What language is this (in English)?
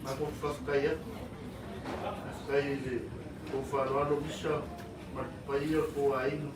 Samoan